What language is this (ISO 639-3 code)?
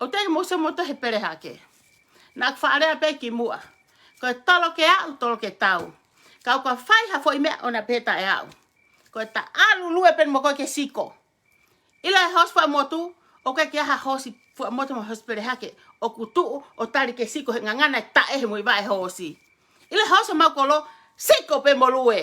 ton